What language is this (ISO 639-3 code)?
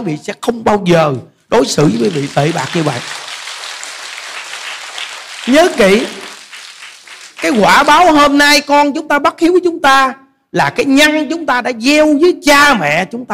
vie